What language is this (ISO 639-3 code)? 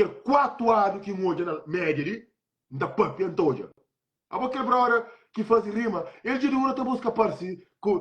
kea